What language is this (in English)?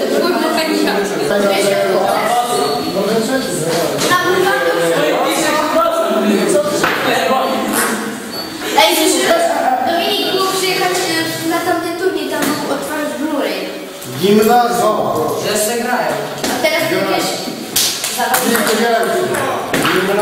Polish